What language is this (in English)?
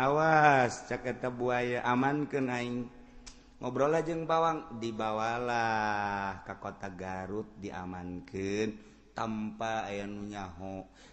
Sundanese